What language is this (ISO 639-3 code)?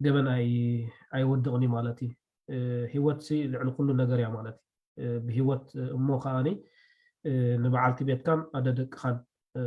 tir